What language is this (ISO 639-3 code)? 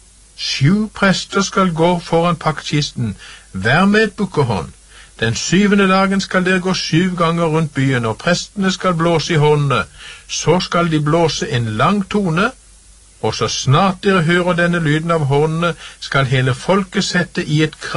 nor